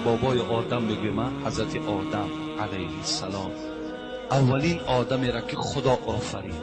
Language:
Tajik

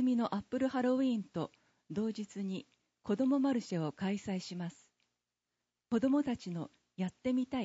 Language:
Japanese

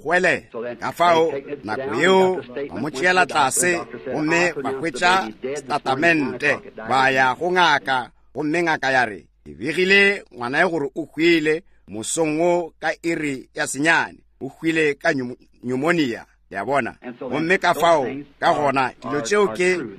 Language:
Northern Sotho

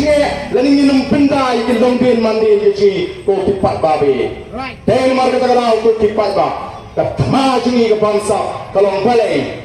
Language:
Khasi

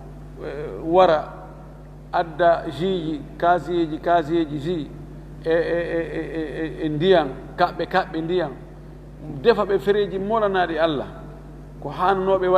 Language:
Fula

